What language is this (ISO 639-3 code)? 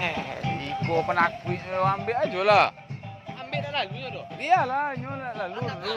min